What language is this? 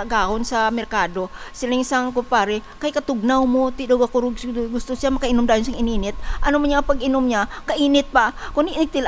Hiligaynon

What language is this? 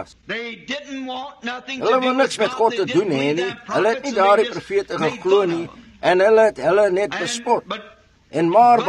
Afrikaans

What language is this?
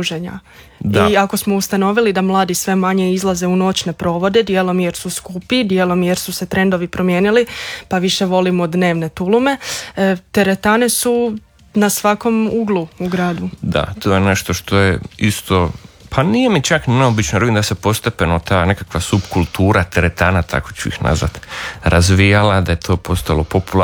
Croatian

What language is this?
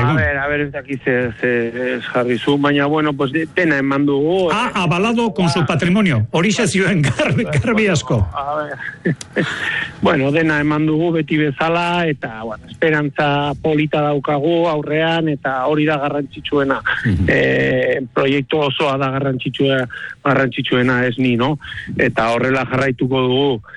Basque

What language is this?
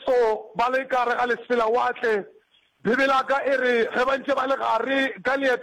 Northern Sotho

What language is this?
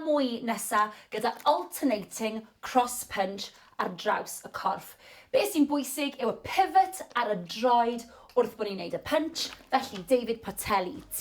Welsh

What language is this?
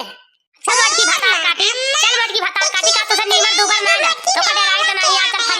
Awadhi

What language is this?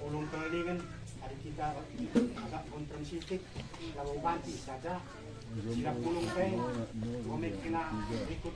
Batak Karo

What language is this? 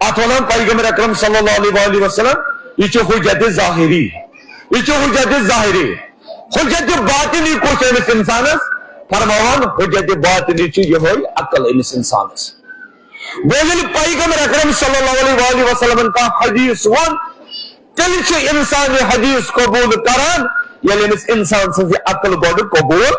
Kashmiri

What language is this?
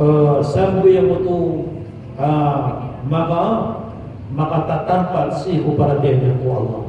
Maranao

